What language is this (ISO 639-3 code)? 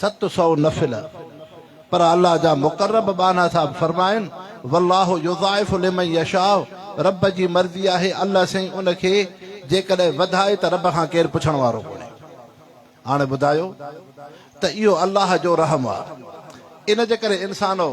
snd